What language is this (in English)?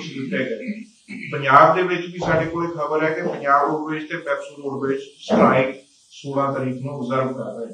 Punjabi